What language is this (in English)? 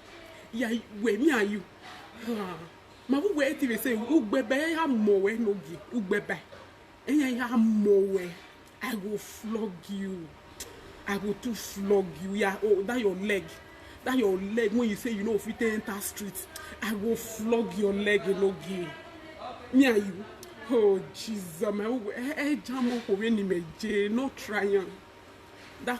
Nigerian Pidgin